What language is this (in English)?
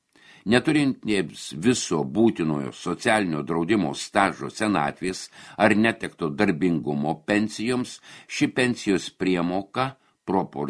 Lithuanian